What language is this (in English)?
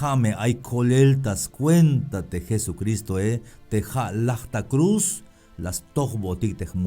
Tzeltal